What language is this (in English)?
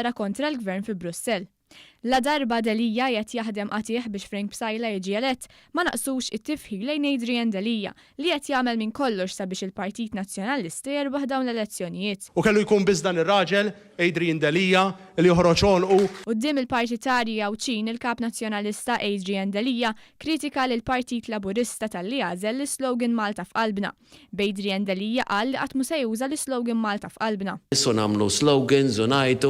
Maltese